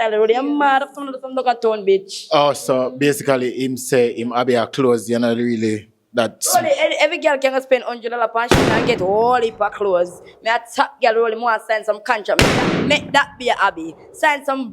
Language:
Jamaican Creole English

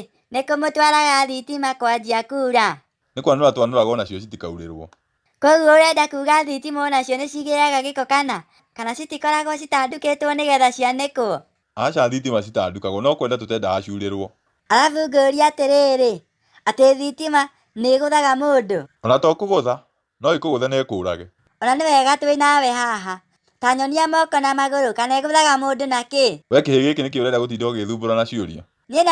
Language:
Kikuyu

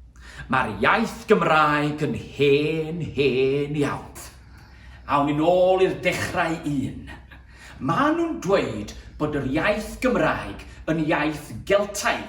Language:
Welsh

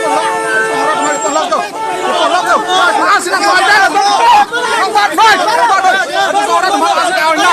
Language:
Karbi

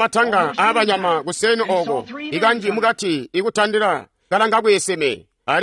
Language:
Tonga (Zambia)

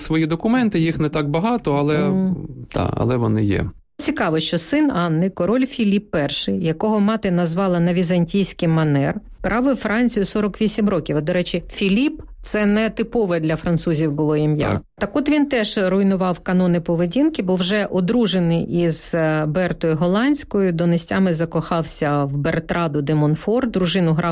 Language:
Ukrainian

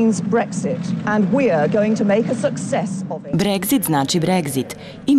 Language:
Serbian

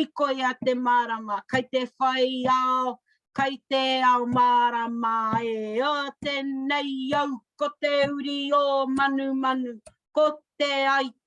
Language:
Māori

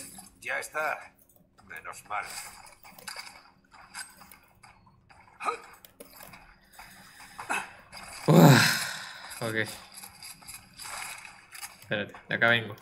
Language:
Spanish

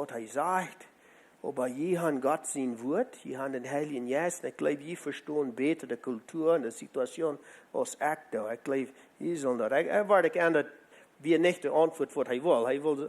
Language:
Plautdietsch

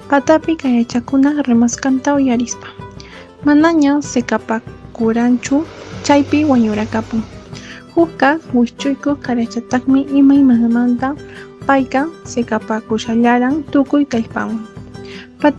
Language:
Quechua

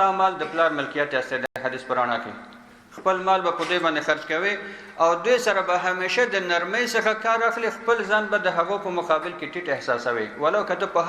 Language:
Pashto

